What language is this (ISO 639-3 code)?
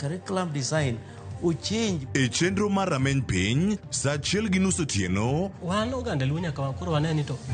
luo